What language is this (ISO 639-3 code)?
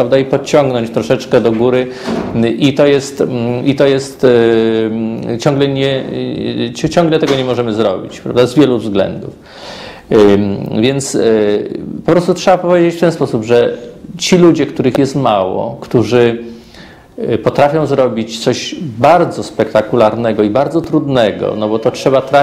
pol